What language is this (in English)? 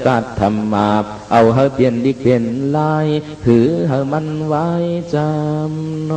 Shan